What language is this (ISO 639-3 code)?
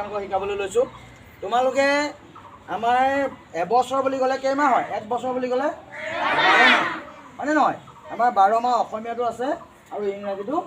asm